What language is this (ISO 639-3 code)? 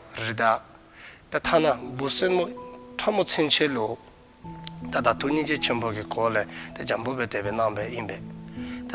dzo